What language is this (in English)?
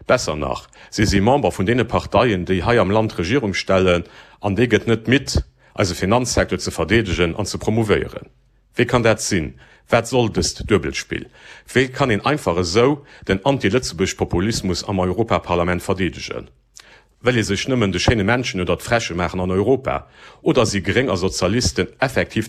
Luxembourgish